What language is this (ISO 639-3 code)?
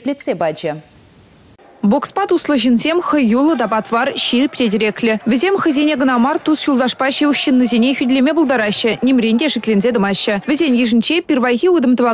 chv